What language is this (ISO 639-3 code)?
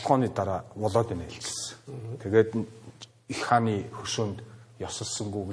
mon